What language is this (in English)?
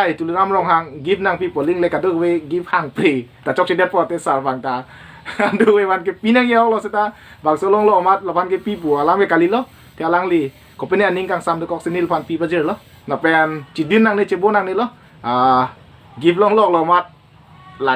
Karbi